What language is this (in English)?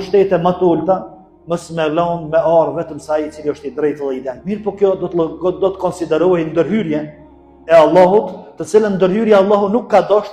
Albanian